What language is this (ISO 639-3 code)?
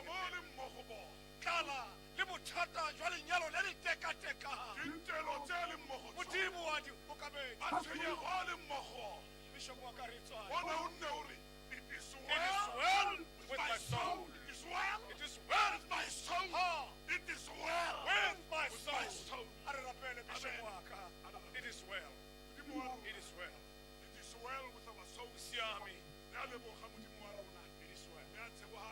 tsn